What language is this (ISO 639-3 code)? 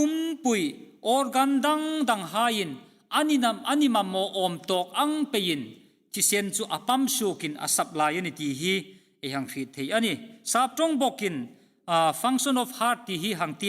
hmr